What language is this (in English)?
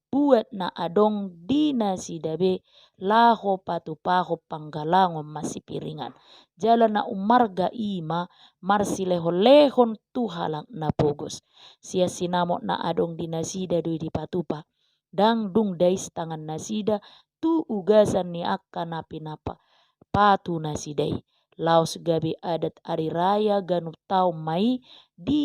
Batak Toba